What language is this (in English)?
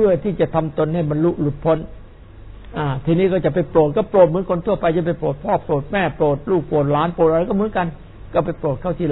Thai